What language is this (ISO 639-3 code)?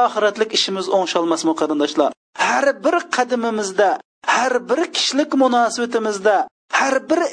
uig